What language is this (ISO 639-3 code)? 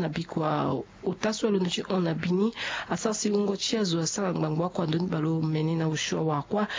sag